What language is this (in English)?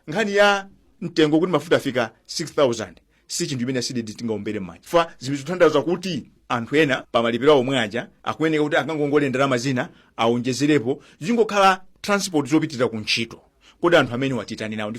Nyanja